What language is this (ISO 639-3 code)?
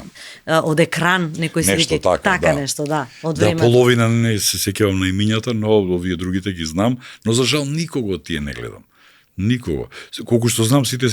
mkd